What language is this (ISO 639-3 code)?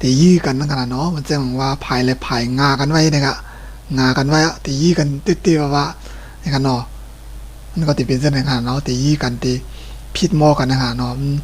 shn